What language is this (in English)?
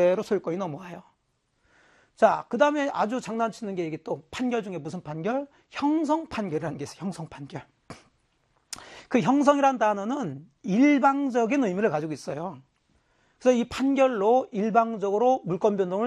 Korean